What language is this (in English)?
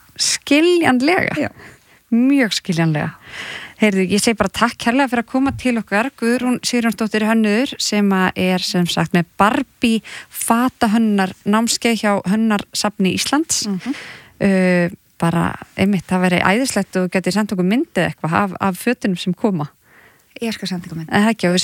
Icelandic